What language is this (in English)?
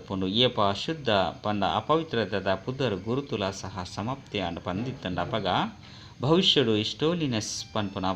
Tulu